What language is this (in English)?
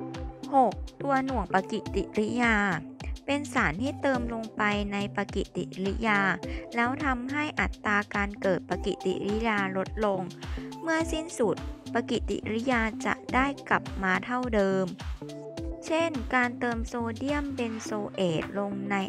Thai